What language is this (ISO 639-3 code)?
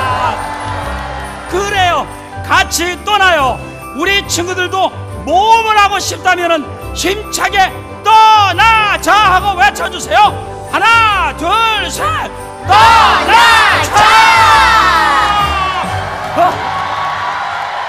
kor